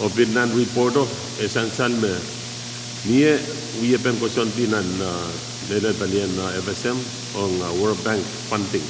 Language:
Pohnpeian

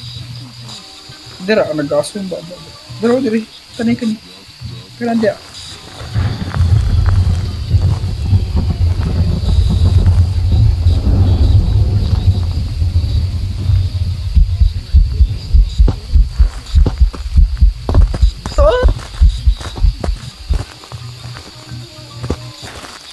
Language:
Cebuano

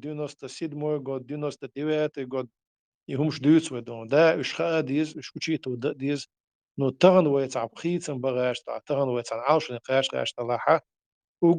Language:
Chechen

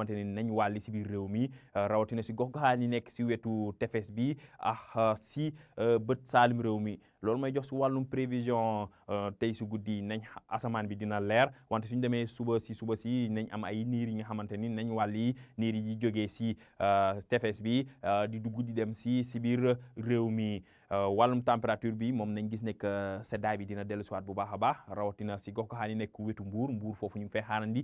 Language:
Wolof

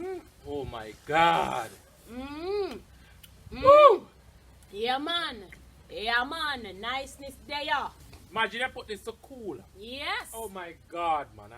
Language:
Jamaican Creole English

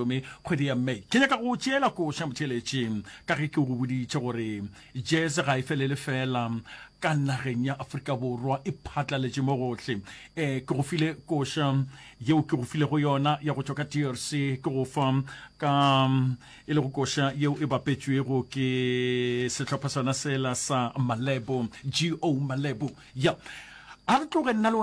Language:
Northern Sotho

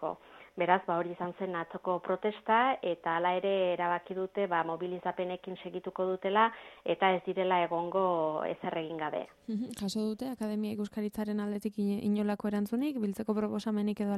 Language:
Basque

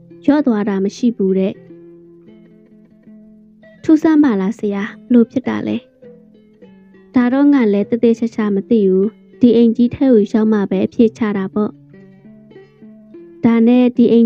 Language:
Burmese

